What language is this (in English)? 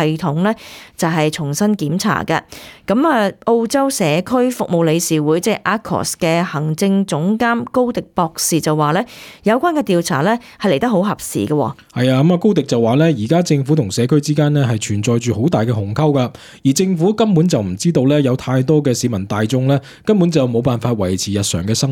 Cantonese